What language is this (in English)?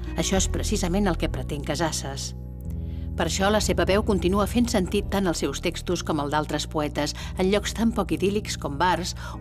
Catalan